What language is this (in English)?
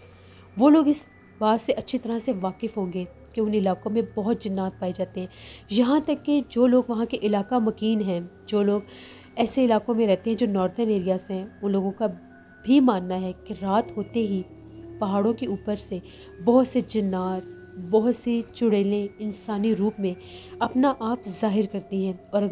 Urdu